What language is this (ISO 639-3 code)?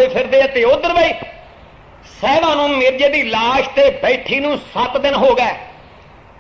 pan